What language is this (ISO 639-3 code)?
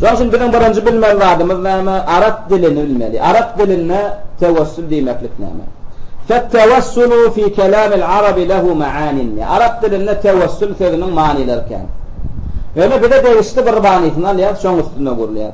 tuk